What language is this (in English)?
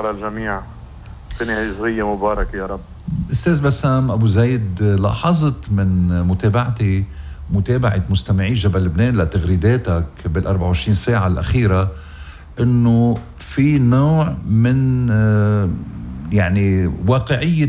North Levantine Arabic